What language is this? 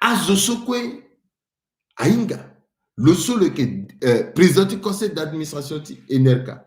Sango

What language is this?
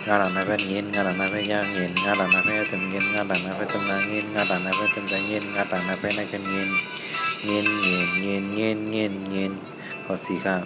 Shan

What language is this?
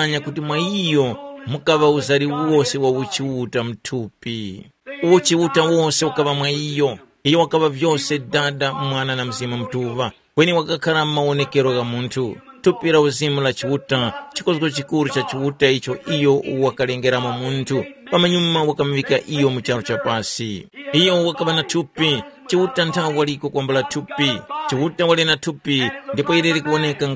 Tumbuka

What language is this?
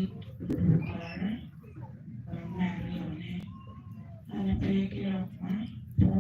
Acoli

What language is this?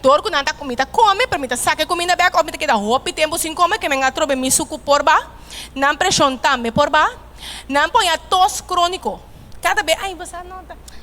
Papiamento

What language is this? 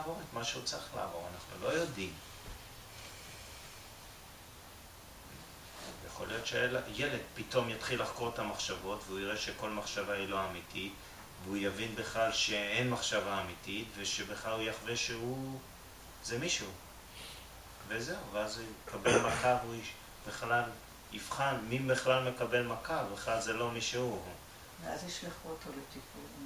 Hebrew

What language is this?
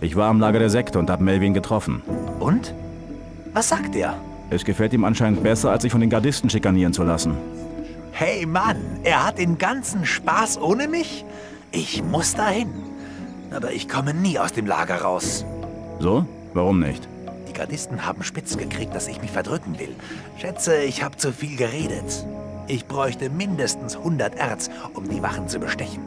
Bavarian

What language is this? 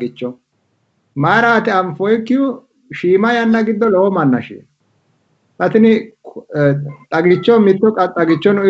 Sidamo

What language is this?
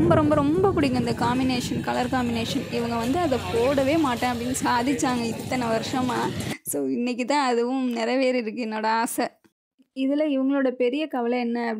Tamil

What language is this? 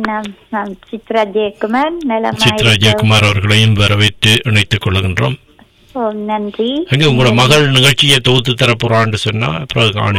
Tamil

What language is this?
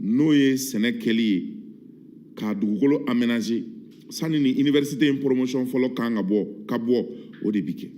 Bambara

